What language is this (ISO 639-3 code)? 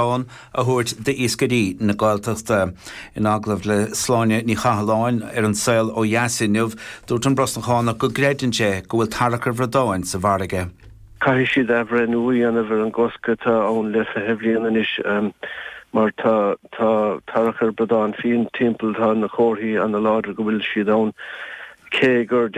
gle